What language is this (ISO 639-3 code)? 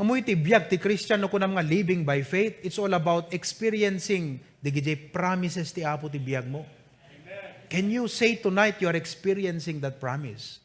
ilo